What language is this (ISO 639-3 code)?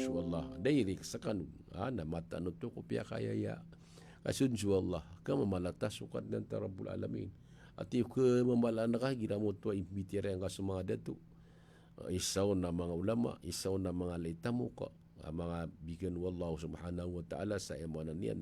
mrw